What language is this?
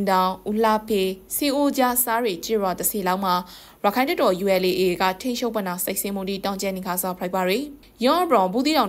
Burmese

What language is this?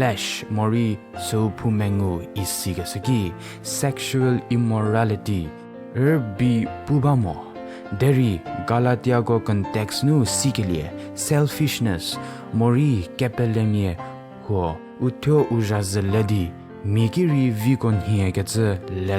Angami Naga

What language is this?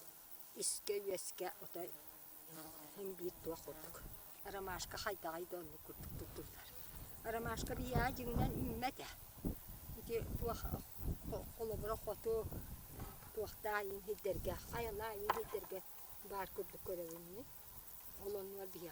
Yakut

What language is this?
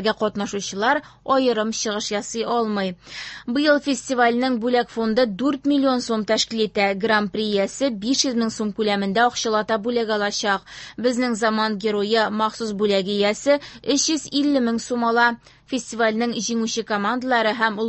Tatar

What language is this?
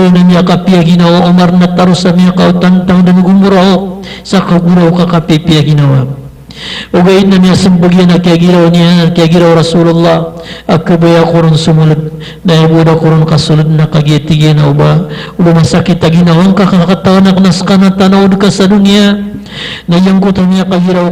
Maranao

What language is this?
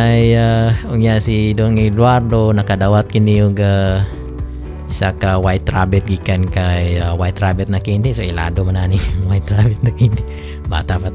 Cebuano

